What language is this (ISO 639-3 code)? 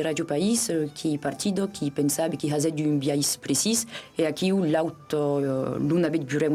oci